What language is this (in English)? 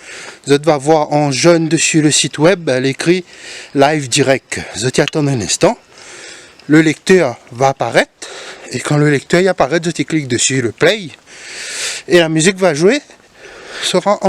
Réunion Creole French